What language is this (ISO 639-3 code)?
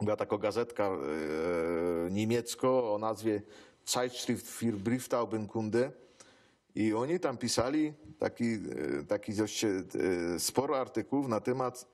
szl